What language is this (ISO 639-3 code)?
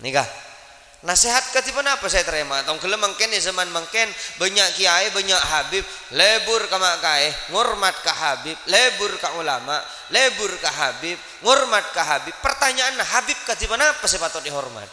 mad